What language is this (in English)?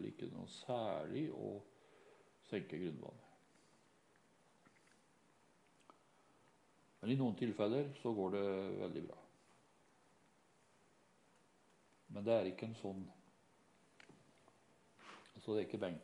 Norwegian